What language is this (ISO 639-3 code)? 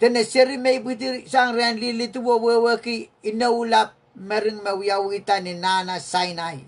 pon